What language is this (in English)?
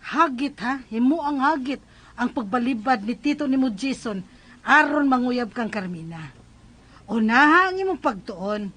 Cebuano